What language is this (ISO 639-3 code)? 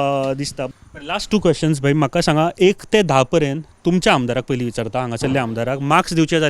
kok